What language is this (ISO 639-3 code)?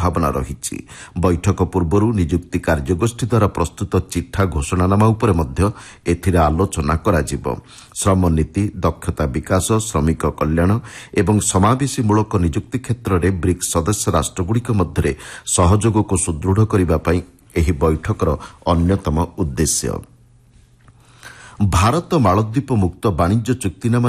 ori